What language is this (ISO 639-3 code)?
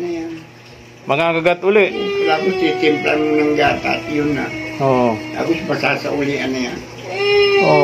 fil